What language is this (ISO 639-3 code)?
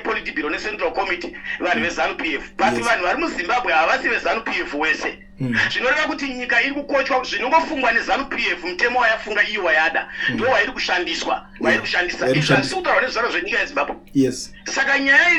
sna